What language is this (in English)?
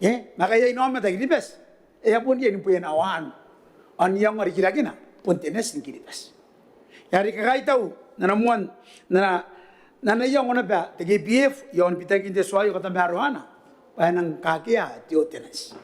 Gilbertese